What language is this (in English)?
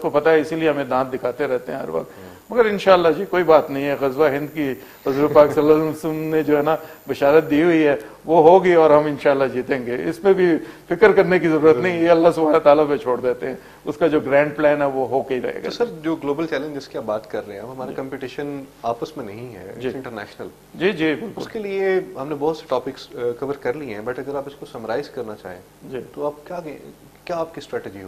Urdu